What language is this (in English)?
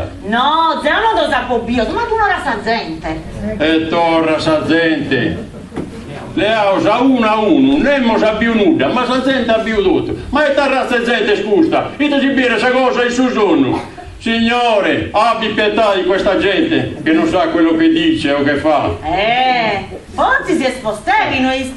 Sardinian